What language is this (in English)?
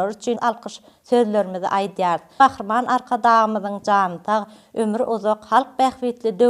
Turkmen